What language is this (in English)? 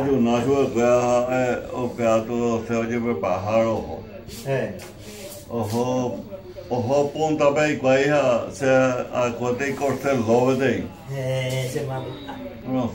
Guarani